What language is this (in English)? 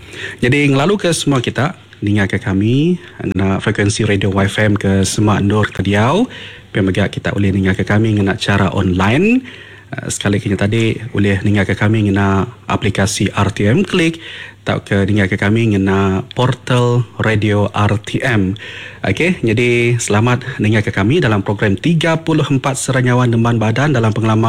Iban